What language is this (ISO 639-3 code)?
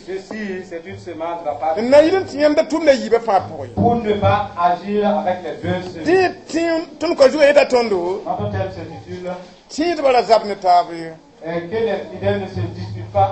mos